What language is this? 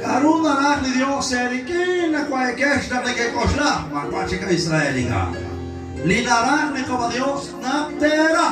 Kekchí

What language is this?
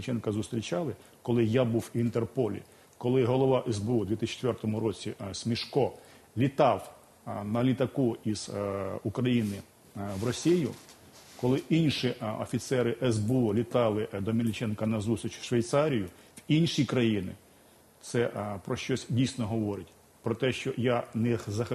Ukrainian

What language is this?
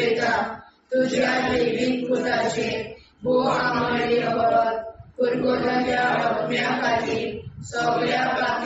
Konkani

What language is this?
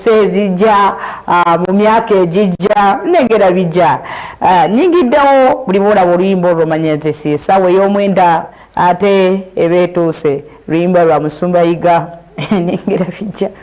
Ganda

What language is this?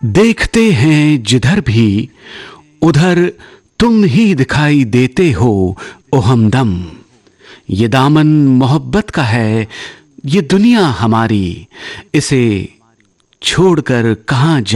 Hindi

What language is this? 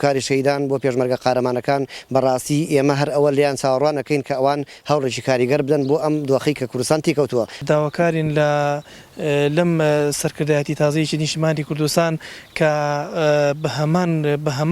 Central Kurdish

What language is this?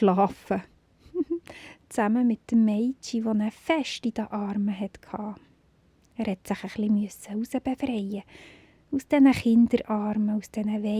Swiss German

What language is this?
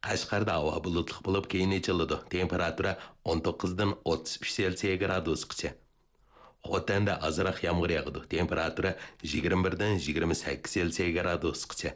Uyghur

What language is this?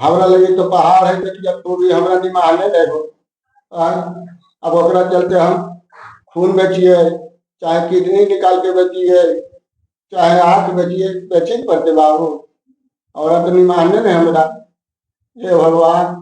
Magahi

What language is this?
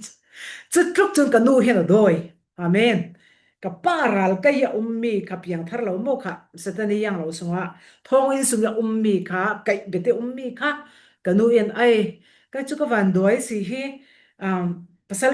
Falam Chin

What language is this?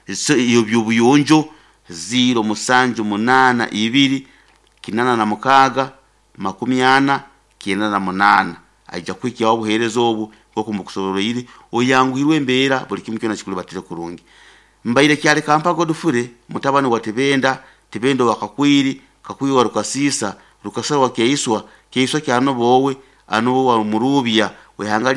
Nyoro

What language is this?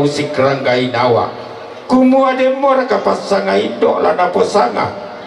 Toraja-Sa'dan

